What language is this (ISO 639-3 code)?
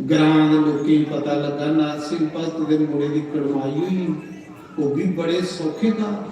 doi